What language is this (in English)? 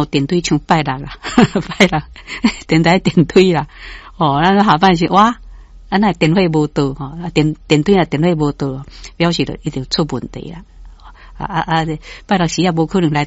Min Nan Chinese